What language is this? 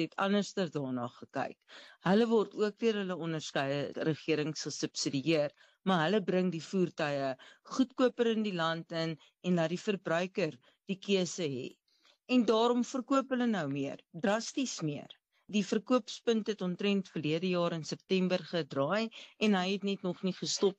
Afrikaans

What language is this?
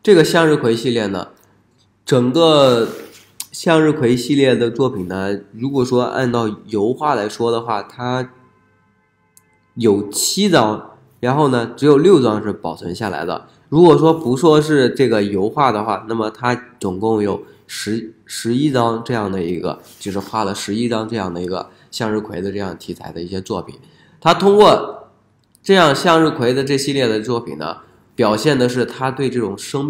Chinese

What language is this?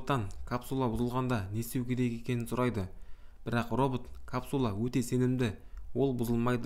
Kazakh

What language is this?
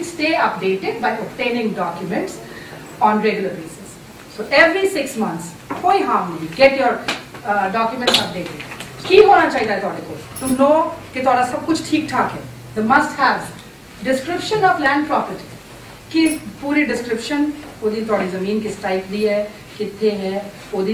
Punjabi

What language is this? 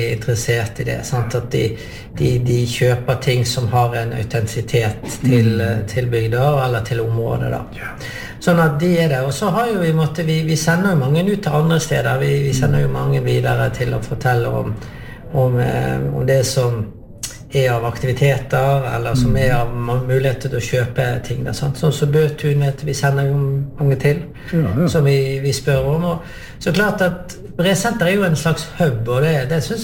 Norwegian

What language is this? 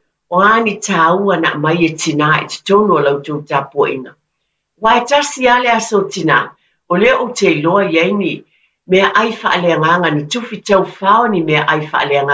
Samoan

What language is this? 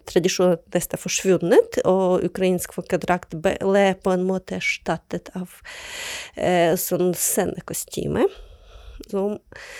Norwegian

